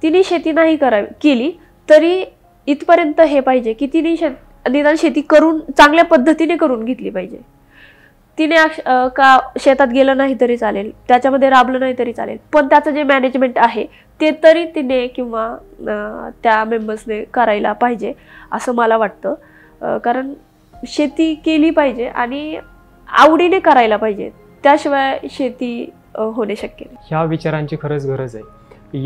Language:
Marathi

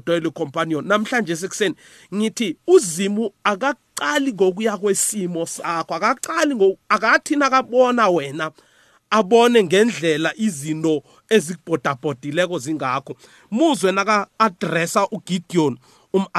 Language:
South Ndebele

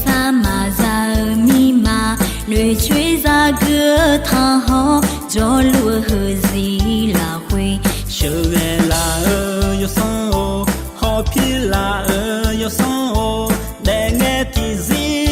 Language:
Akha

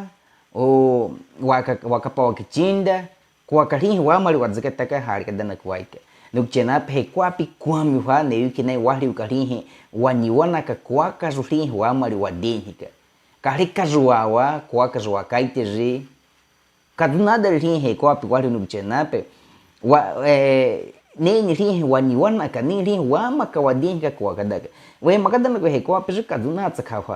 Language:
Baniwa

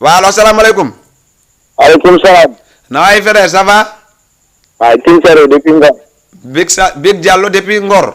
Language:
Fula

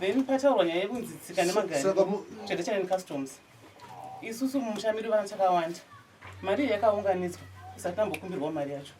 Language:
Shona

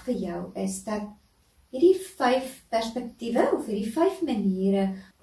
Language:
Afrikaans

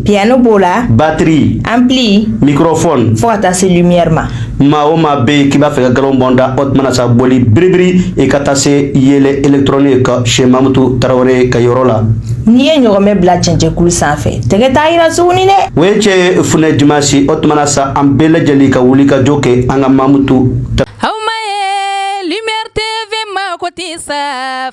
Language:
Bambara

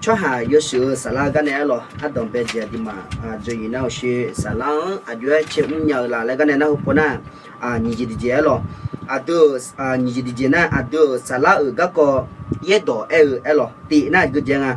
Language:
Akha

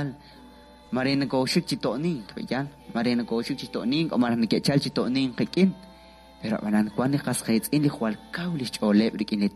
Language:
Kekchí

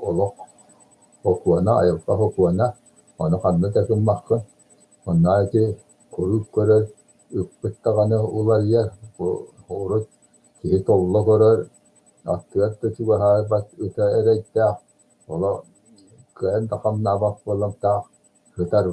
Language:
Yakut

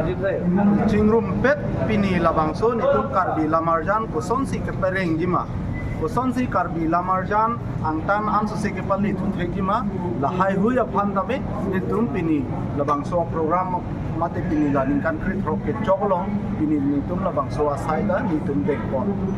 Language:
Karbi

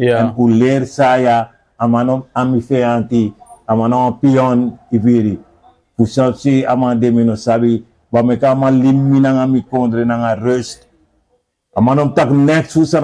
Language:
Sranan Tongo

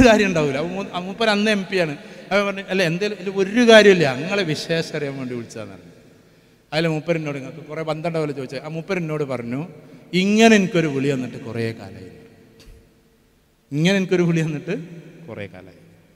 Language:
Malayalam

